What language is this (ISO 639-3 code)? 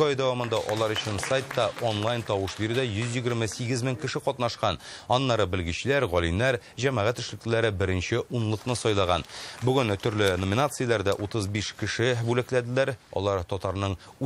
tat